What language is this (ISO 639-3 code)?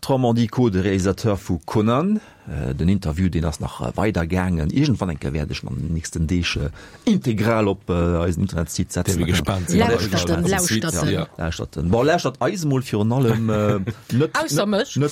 ltz